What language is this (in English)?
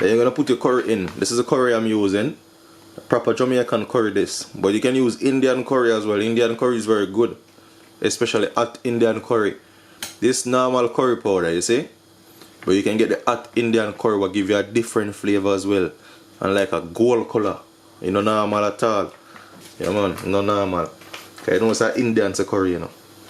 Jamaican Creole English